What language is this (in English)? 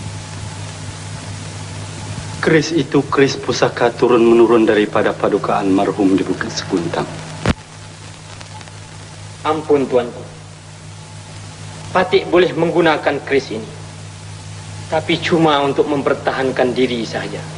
Malay